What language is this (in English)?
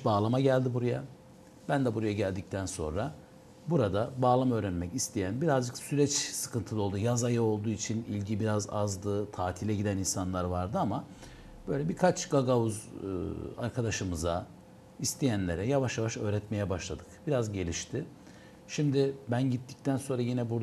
Gagauz